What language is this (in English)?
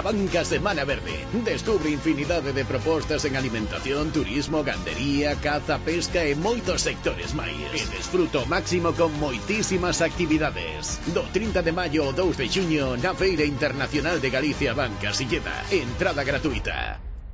Galician